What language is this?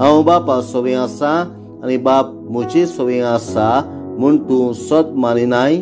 Konkani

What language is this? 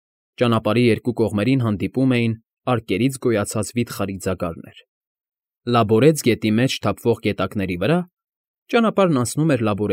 Armenian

